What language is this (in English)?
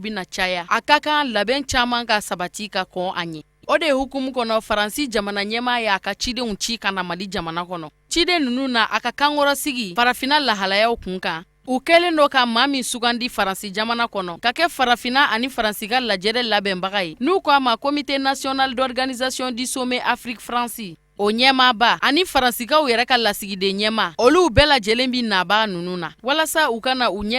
Bambara